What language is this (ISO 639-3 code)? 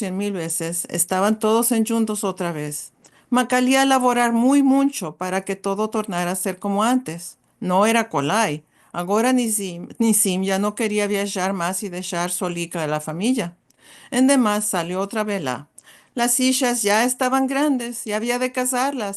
lad